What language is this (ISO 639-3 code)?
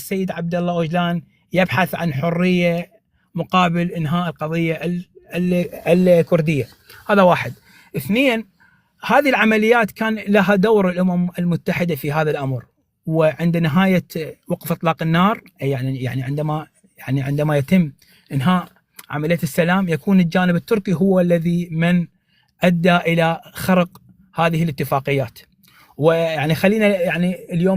apc